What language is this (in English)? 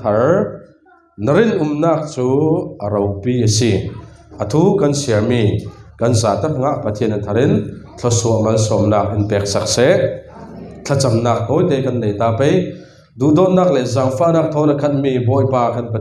Falam Chin